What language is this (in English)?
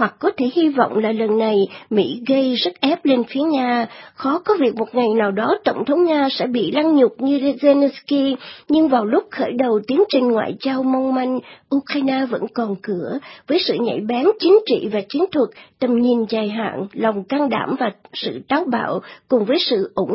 Vietnamese